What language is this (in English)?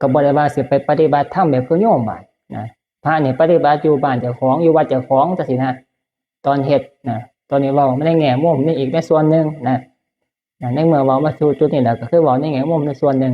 Northeastern Thai